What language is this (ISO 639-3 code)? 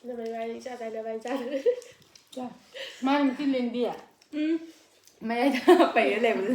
mni